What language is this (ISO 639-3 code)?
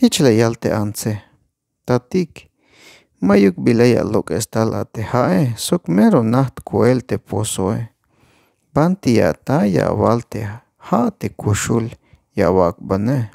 tzh